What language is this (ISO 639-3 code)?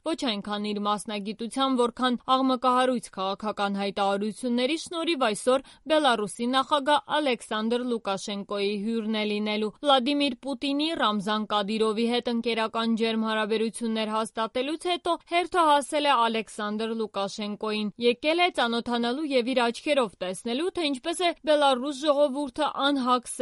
hye